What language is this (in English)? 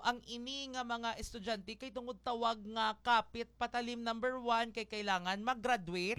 Hiligaynon